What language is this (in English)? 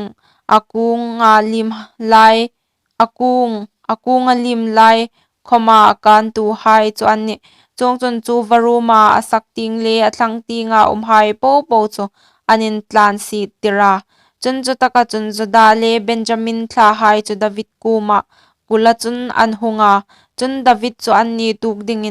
Hmar